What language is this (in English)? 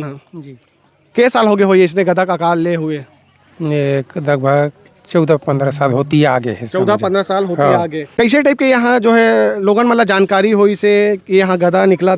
Chhattisgarhi